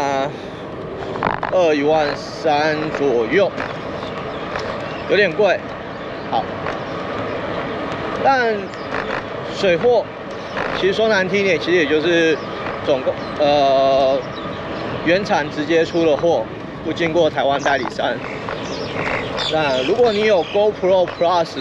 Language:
Chinese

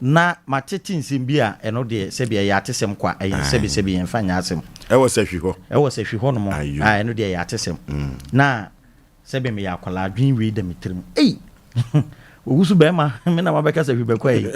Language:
Akan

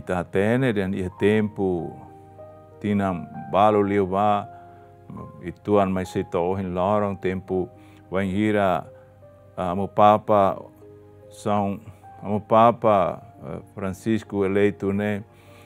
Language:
Tetum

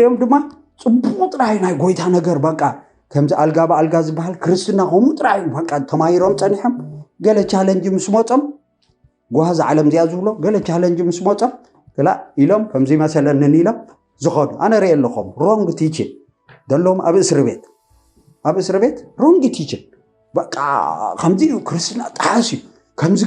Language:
Tigrinya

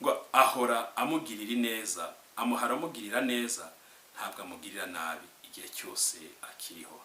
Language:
Kinyarwanda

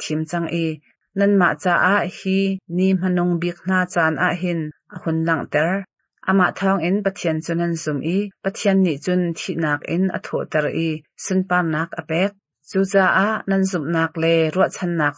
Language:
Hakha Chin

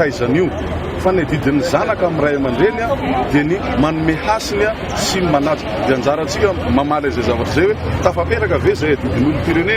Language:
Malagasy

